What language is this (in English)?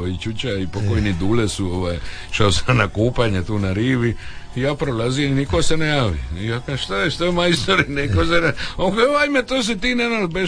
Croatian